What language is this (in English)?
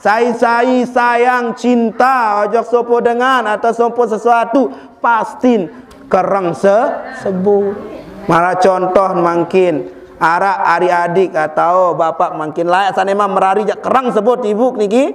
Sasak